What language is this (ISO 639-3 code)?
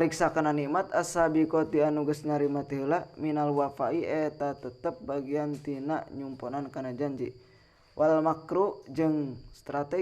sun